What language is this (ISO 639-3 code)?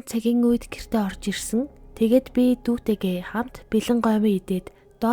mon